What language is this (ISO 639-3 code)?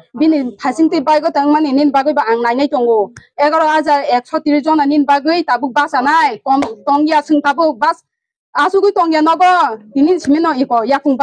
trp